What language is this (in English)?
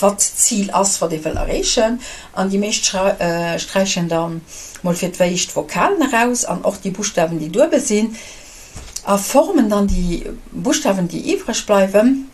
Luxembourgish